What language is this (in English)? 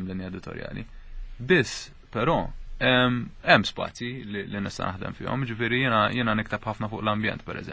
Maltese